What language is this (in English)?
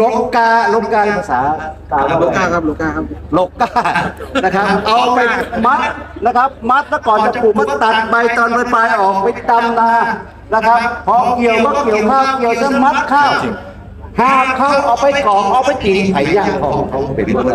Northeastern Thai